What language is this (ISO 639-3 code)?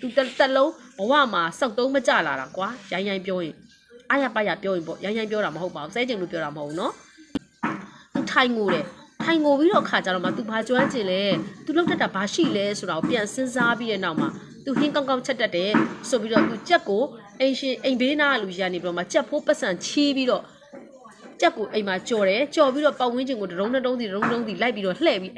mya